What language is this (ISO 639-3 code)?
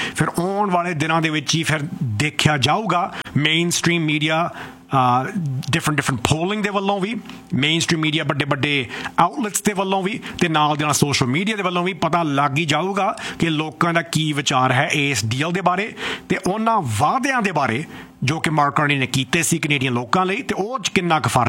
pan